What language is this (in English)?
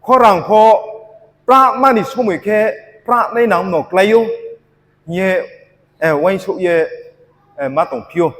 Riang (India)